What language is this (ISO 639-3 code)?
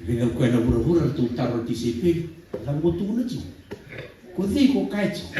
fij